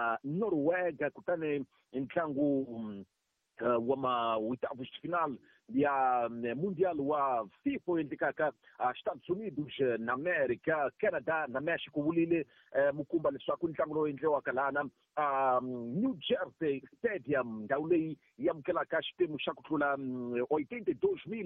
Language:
Tsonga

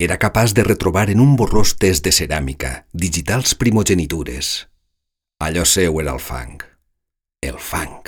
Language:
Catalan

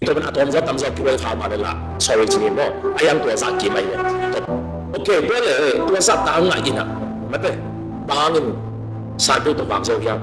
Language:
Tedim Chin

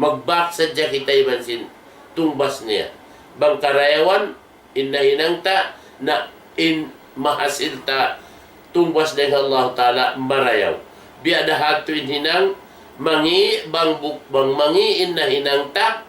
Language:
Tausug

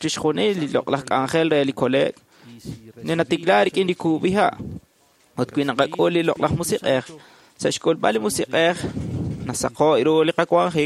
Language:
Kekchí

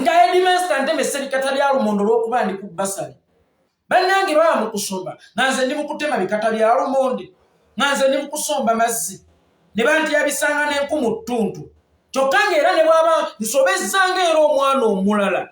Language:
Ganda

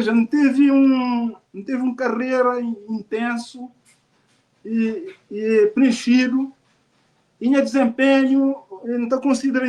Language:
Kabuverdianu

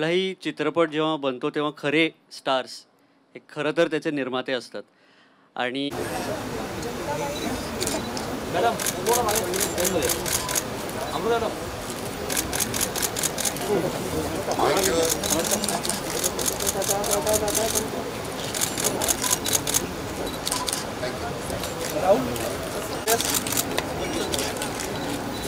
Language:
Marathi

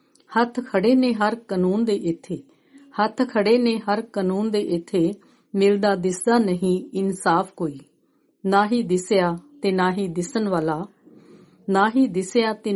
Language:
Punjabi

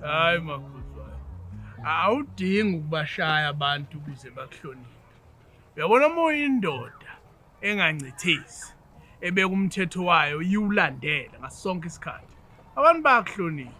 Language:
Zulu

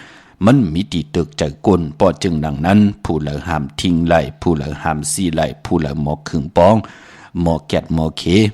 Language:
Shan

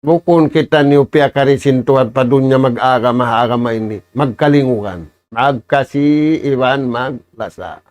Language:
Tausug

